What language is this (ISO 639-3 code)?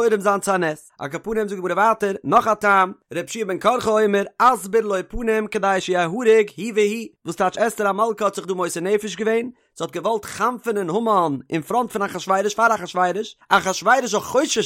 yid